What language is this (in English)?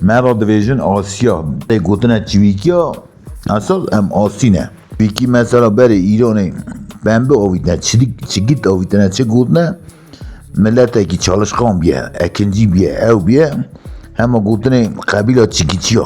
Kurdish